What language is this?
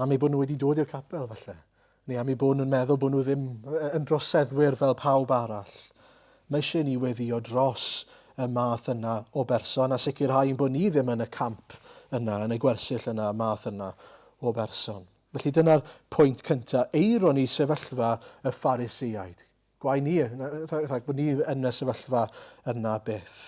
Welsh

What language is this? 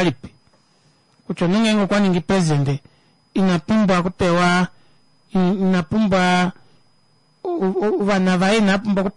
Kuanyama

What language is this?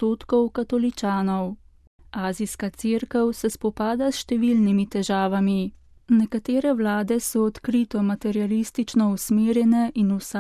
Slovenian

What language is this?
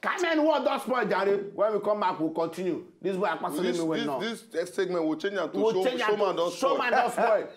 Nigerian Pidgin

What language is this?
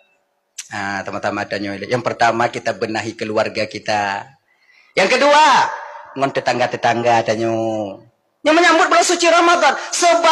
Achinese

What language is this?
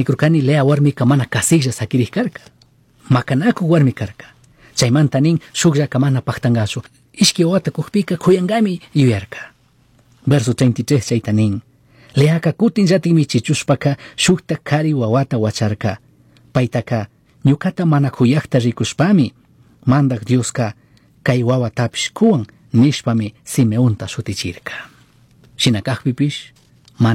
Chimborazo Highland Quichua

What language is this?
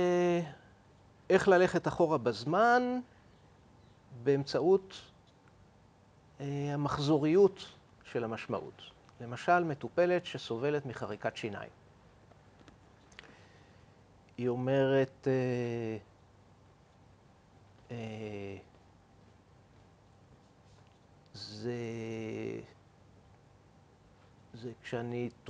Hebrew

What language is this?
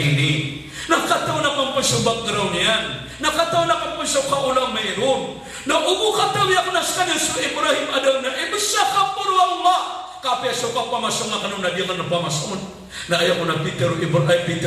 Maranao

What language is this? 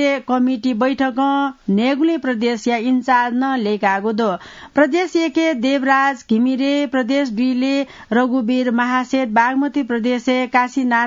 Newari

